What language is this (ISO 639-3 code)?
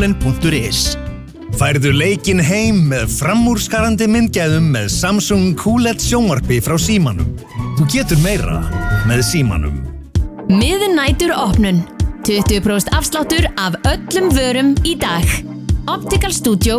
isl